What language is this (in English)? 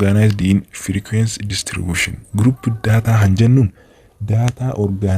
Oromo